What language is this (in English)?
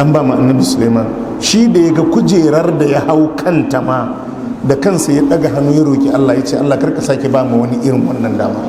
Hausa